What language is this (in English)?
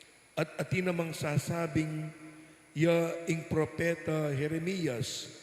Pampanga